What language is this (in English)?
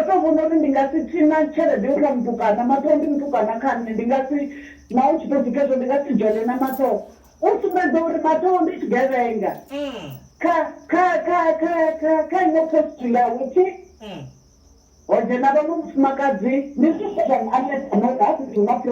Venda